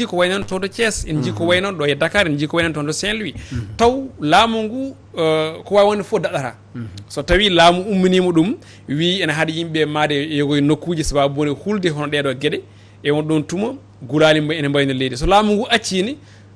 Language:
Fula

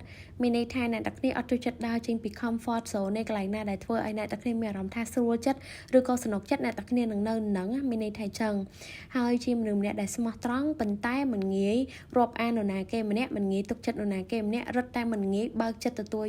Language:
Khmer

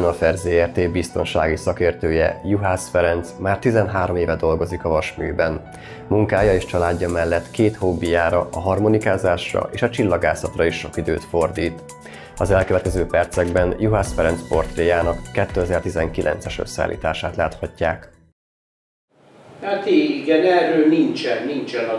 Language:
Hungarian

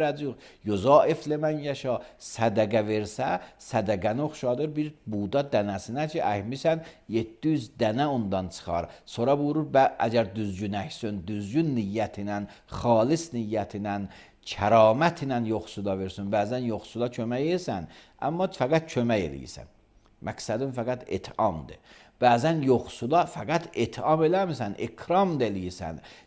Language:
Azerbaijani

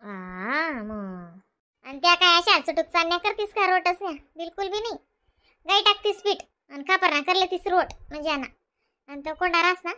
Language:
Khandesi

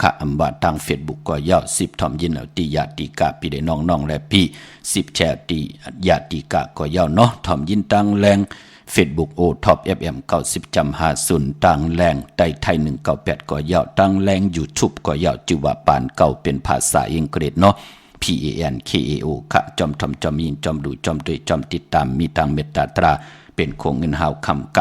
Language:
Shan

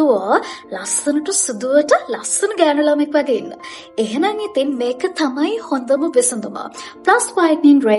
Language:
Sinhala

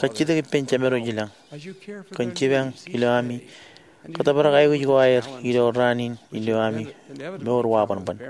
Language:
Marshallese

